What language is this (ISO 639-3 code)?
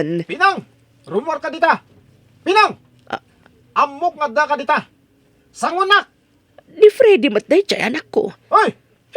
ilo